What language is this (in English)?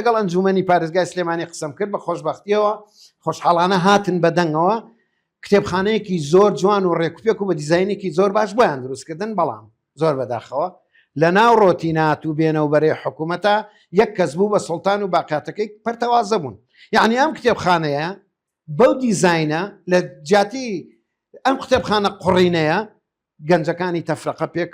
Central Kurdish